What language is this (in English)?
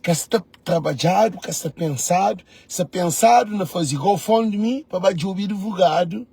Kabuverdianu